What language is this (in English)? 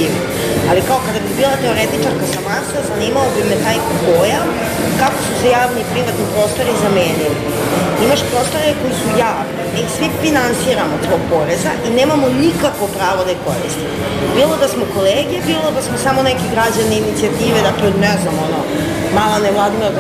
Serbian